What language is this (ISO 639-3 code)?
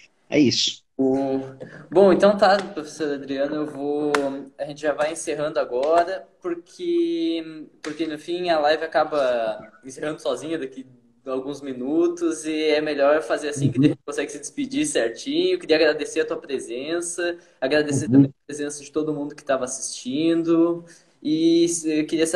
por